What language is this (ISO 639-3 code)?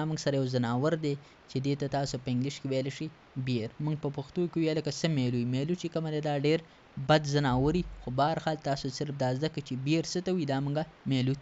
pus